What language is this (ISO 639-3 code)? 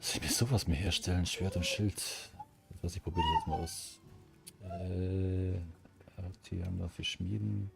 bar